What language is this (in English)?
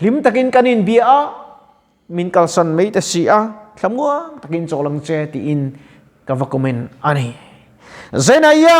Mizo